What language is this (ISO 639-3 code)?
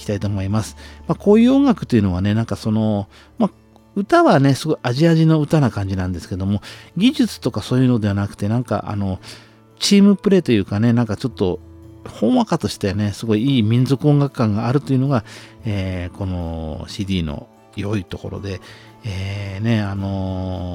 jpn